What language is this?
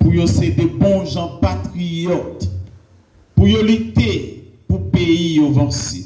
Haitian Creole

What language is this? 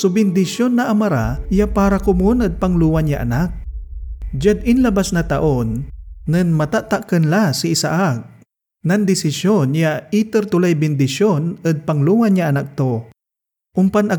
Pangasinan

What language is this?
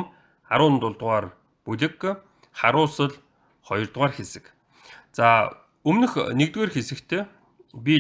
Mongolian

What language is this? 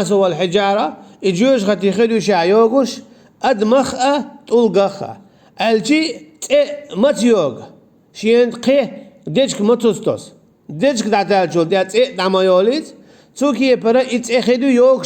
Chechen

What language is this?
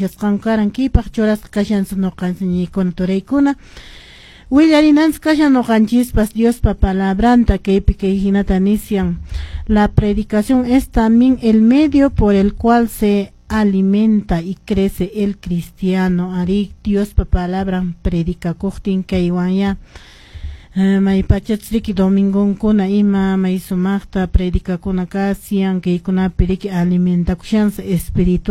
Quechua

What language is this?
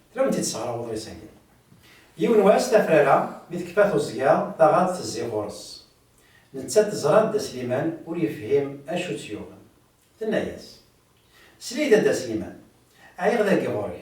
Kabyle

